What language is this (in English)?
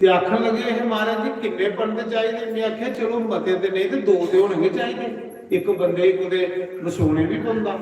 Dogri